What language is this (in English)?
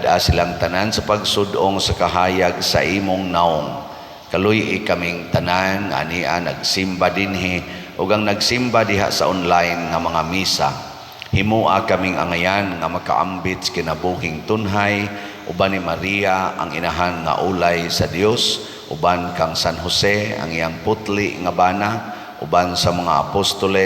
Cebuano